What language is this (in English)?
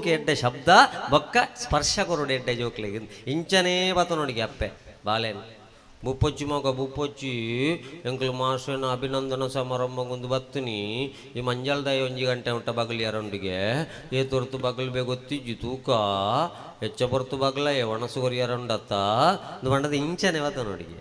Tulu